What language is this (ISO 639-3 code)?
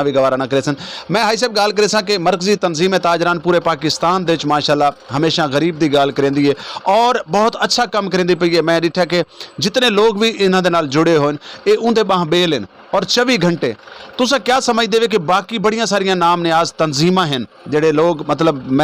skr